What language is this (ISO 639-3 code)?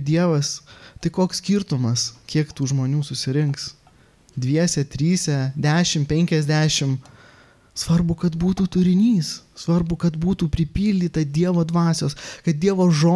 lit